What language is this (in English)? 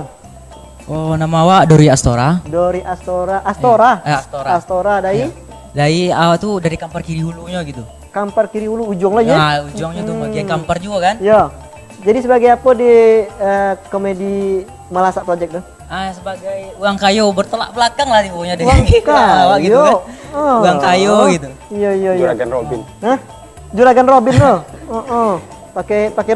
Minangkabau